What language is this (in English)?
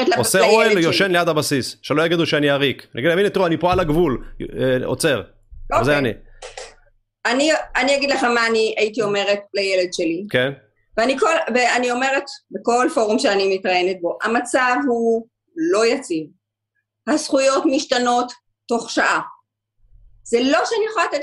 Hebrew